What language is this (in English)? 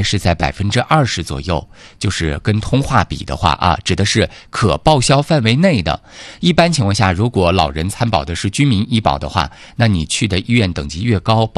Chinese